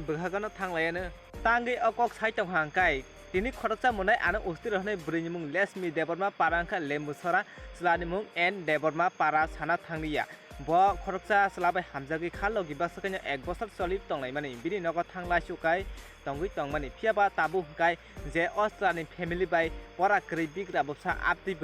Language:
Kok Borok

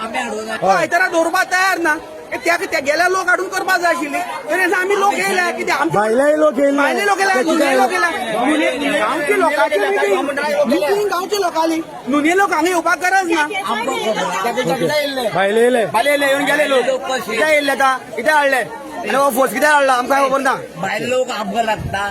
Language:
Konkani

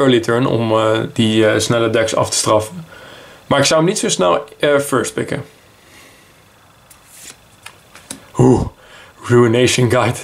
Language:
Dutch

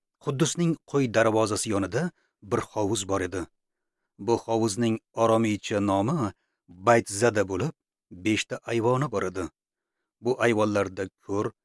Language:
Uzbek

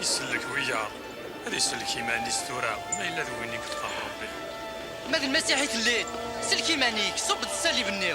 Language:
Kabyle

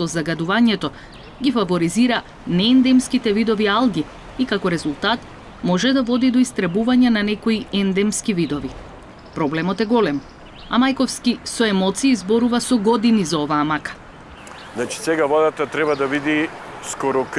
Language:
Macedonian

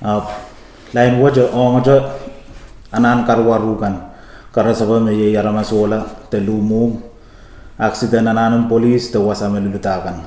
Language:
Pohnpeian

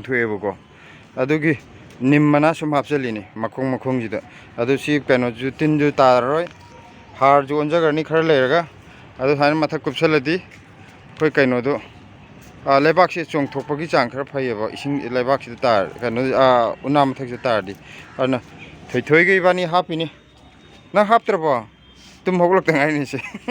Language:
Manipuri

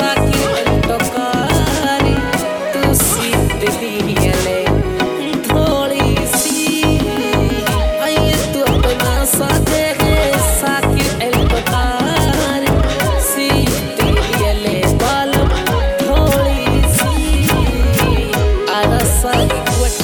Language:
Bhojpuri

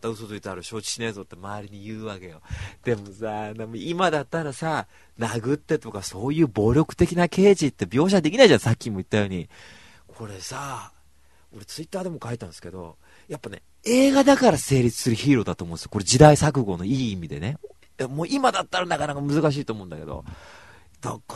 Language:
Japanese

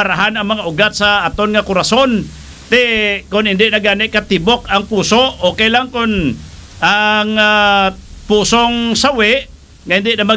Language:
Hiligaynon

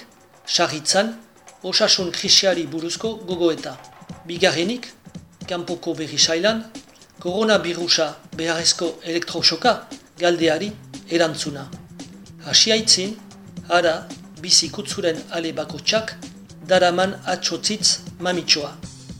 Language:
Basque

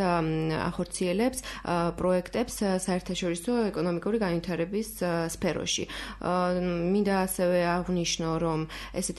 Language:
Georgian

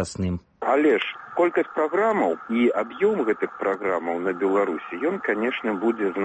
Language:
Belarusian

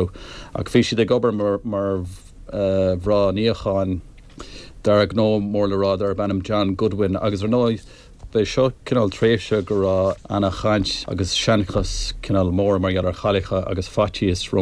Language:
Irish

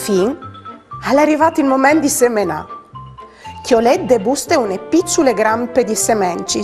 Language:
Friulian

